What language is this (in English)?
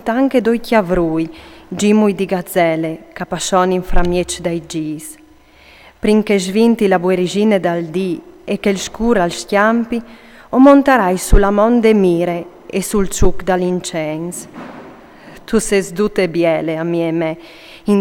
Friulian